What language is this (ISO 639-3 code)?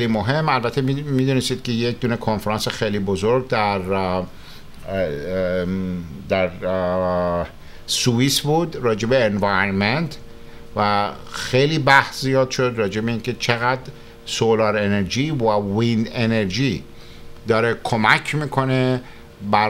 fas